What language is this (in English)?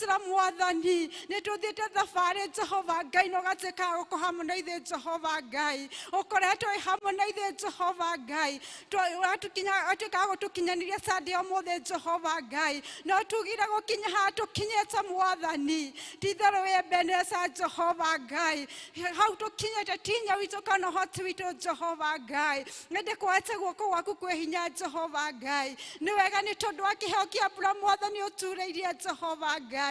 Kikuyu